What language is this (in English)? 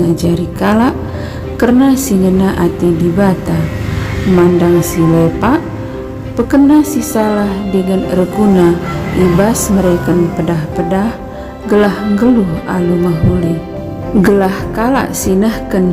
Batak Karo